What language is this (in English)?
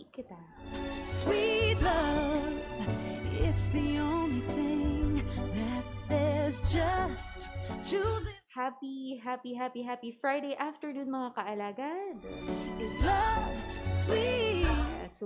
Hiligaynon